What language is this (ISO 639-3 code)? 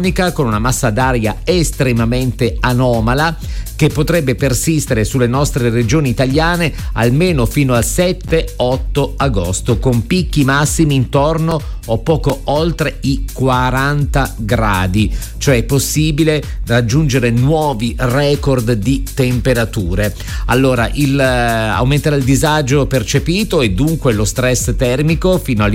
ita